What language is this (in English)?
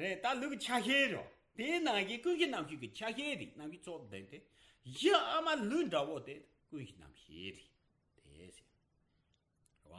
Tibetan